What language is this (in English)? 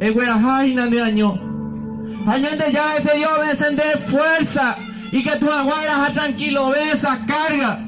Guarani